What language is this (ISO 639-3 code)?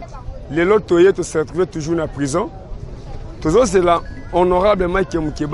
lin